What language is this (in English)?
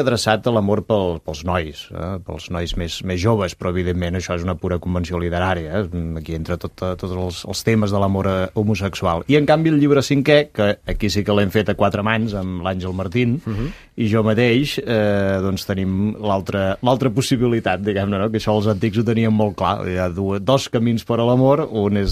Catalan